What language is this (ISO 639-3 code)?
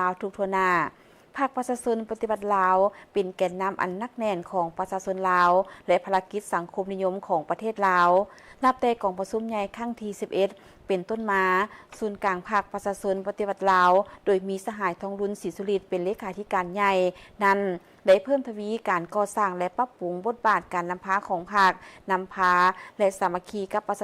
lao